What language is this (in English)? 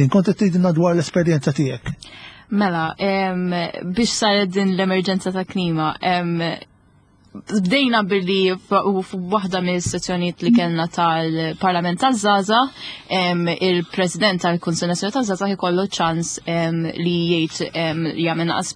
Maltese